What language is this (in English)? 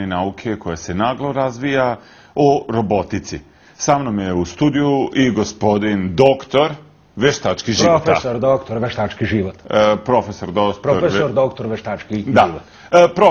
Serbian